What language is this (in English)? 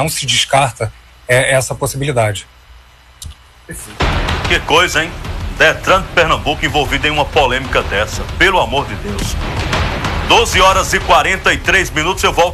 Portuguese